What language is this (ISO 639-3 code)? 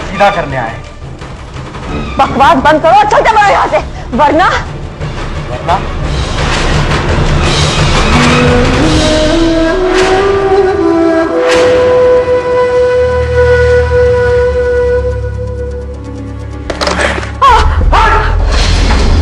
hin